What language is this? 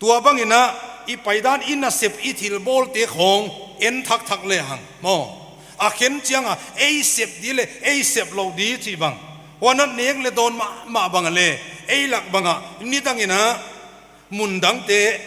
Paite Chin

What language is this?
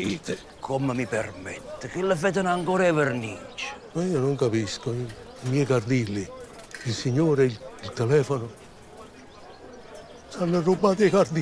Italian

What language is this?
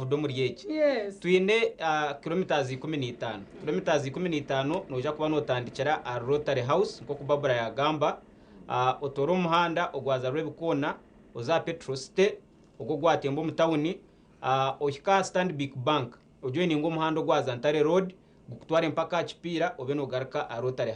Nyankole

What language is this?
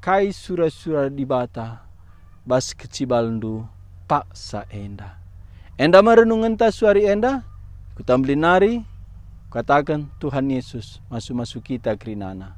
Batak Karo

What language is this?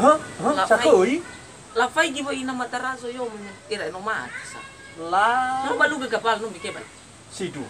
Nias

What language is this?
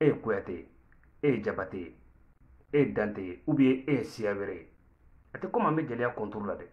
Bambara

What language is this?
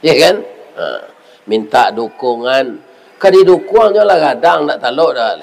Minangkabau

